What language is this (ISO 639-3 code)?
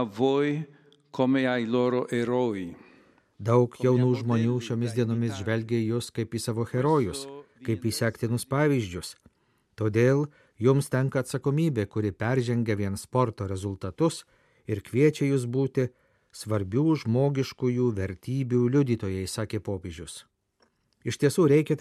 lit